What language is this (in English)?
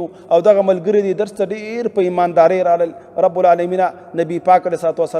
Pashto